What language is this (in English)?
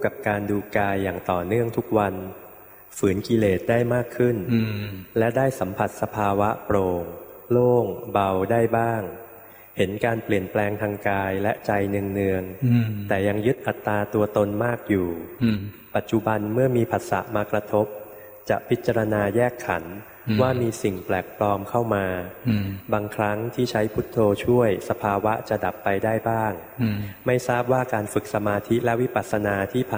Thai